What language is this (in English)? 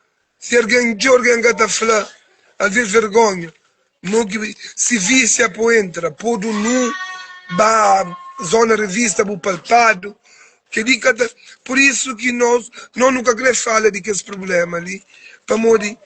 Kabuverdianu